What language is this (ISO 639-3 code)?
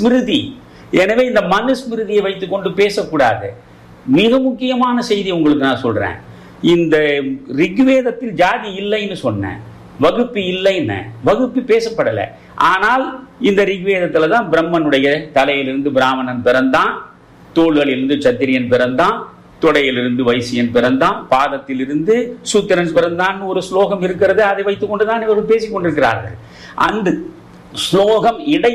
tam